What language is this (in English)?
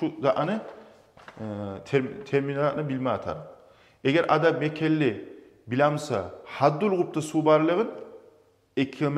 Kumyk